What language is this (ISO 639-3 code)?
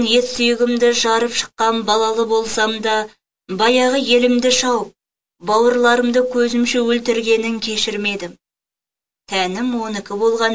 kaz